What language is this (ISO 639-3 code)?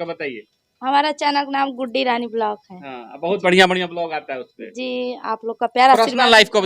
bho